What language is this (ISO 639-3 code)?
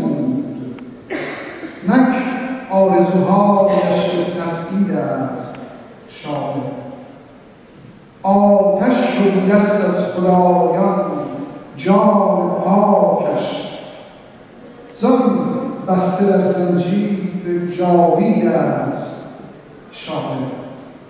fas